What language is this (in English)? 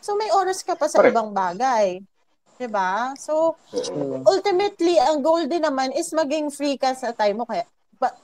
Filipino